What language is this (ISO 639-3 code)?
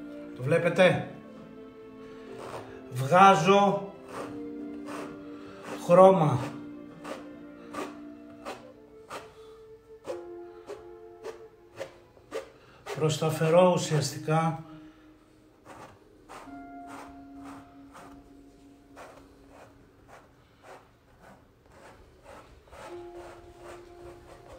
ell